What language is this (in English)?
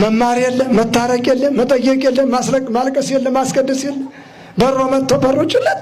Amharic